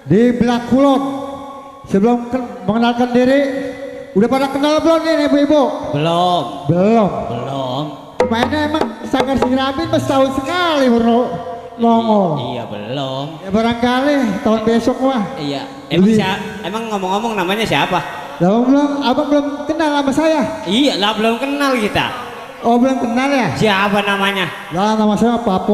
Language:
Betawi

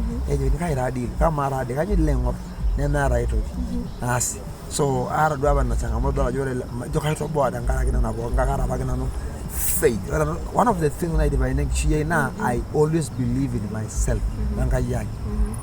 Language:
Masai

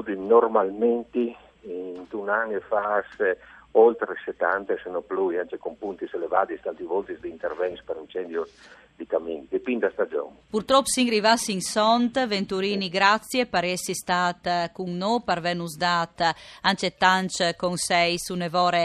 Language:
Friulian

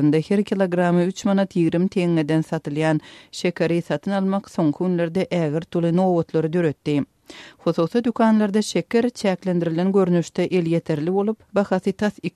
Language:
Turkmen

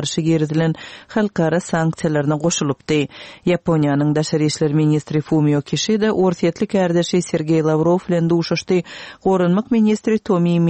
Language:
Turkmen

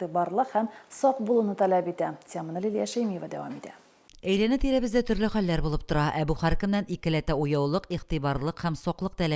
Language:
Tatar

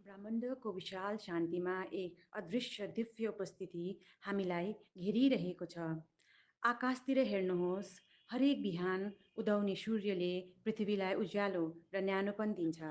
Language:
Nepali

